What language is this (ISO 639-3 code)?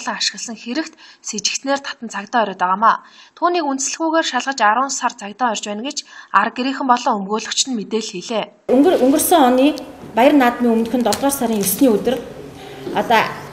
mon